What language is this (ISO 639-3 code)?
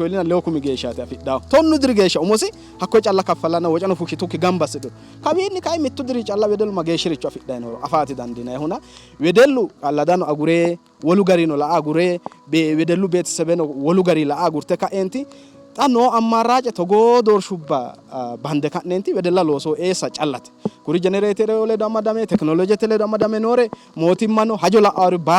sid